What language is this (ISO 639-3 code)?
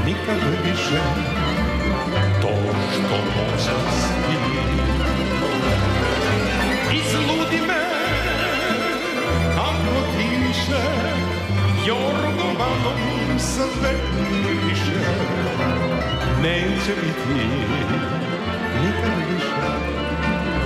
srp